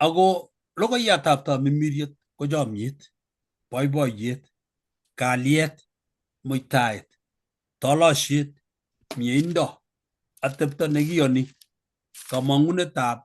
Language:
Kalenjin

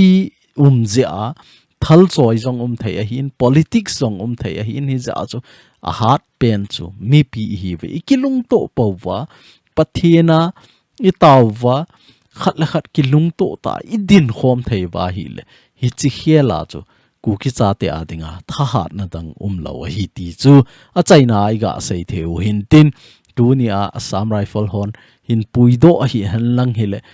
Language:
Thado Chin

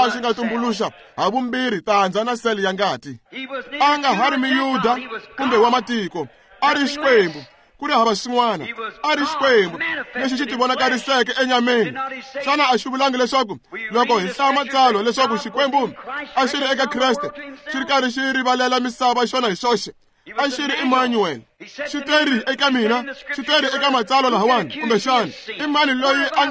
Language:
Tsonga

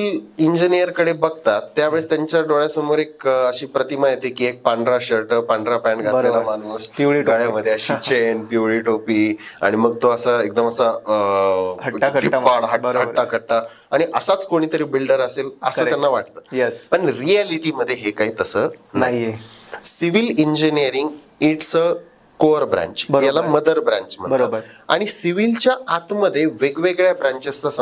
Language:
Marathi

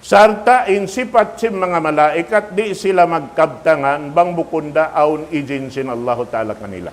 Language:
Tausug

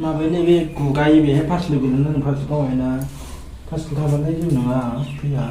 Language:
Bodo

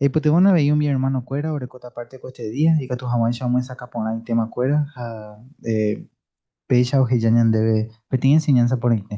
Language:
Guarani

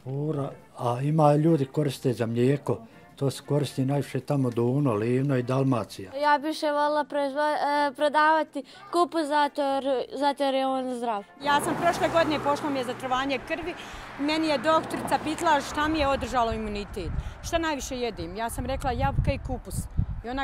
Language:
Bosnian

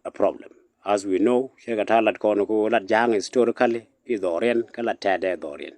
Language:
Nuer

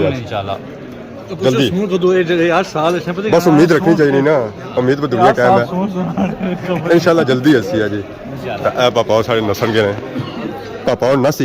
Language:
Pahari-Potwari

